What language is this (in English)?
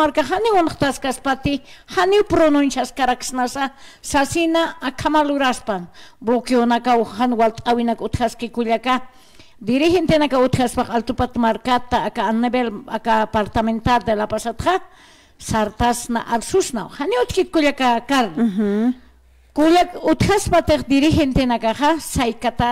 Aymara